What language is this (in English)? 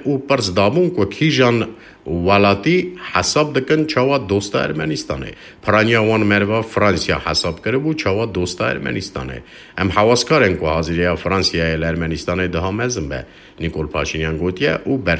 Kurdish